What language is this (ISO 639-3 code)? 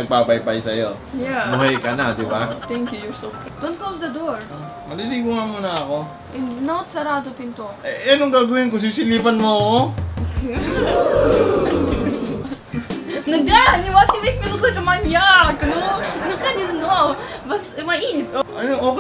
fil